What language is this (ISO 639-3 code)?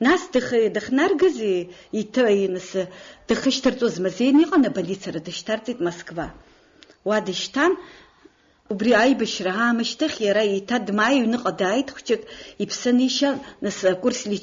abk